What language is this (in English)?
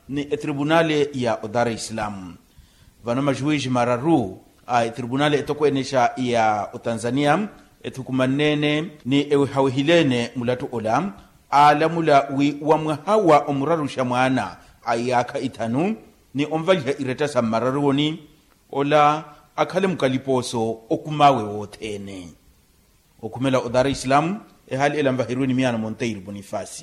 Makhuwa